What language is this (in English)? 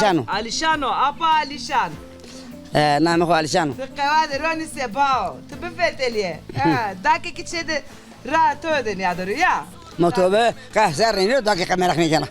Zaza